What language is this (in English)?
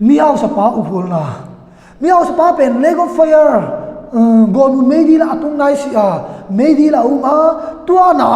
Tedim Chin